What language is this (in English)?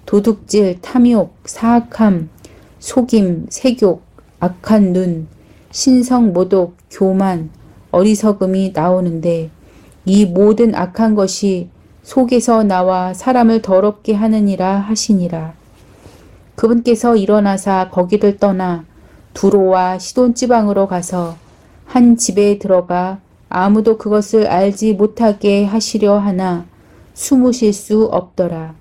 Korean